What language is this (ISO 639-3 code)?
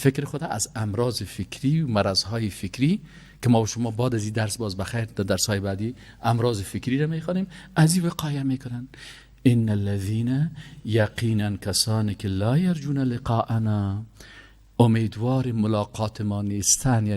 fas